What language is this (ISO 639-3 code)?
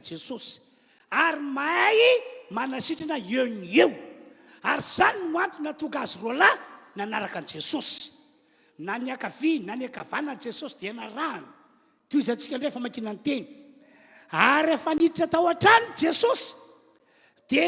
mlg